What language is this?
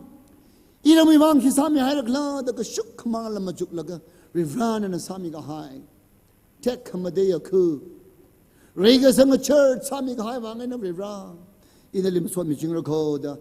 Tangkhul Naga (India)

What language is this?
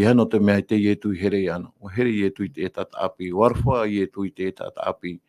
Tahitian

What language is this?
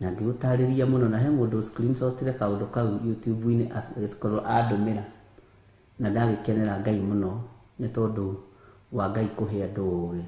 Kikuyu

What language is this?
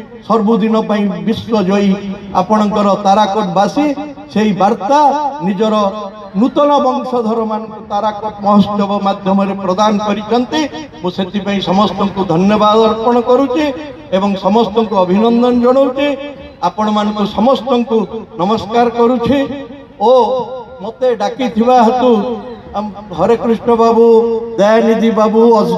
Odia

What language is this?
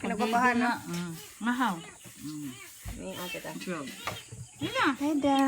Cebuano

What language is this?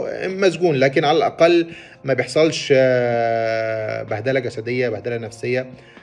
Egyptian Arabic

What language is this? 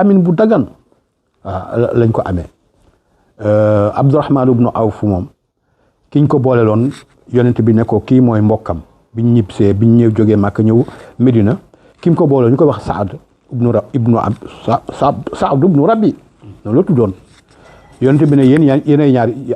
Wolof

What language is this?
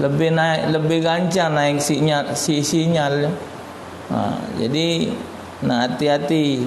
Musi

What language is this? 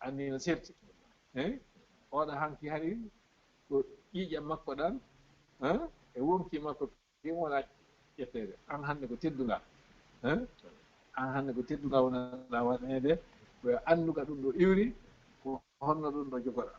Fula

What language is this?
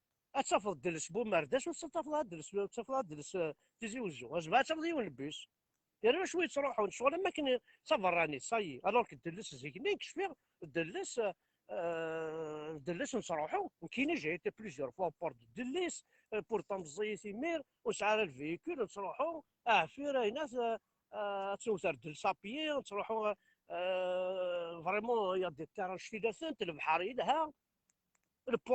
Kabyle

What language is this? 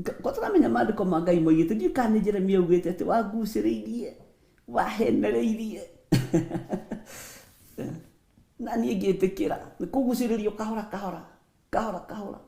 Kikuyu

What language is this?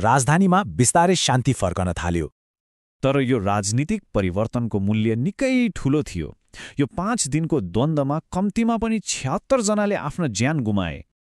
Nepali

